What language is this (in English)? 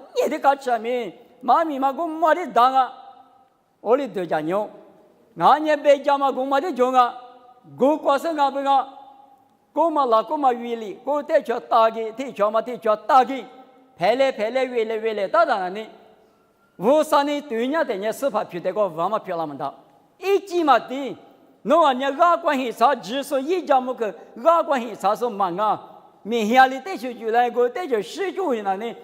Lisu